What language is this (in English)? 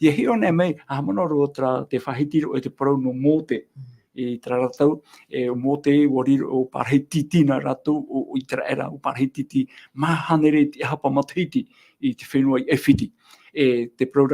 Tahitian